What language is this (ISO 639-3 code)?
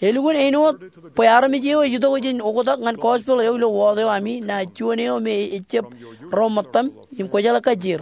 mah